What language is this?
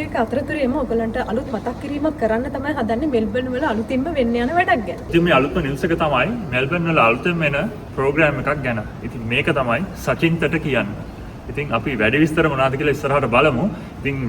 Sinhala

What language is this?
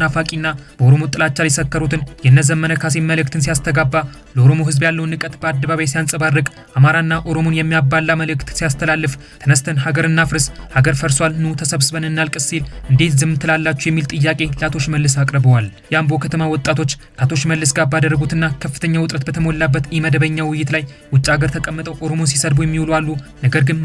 Amharic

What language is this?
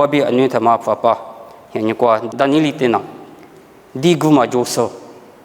Lisu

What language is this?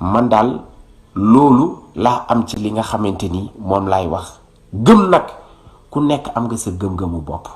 Wolof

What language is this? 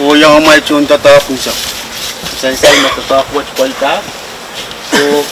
Pohnpeian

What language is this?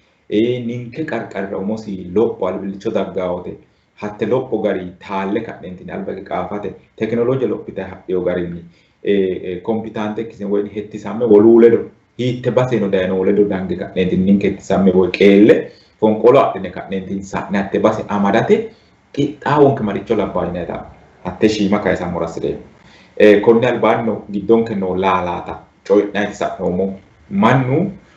Sidamo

